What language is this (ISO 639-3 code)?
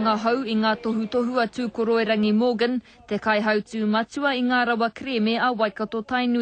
mri